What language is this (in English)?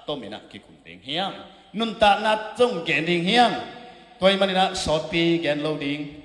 Tedim Chin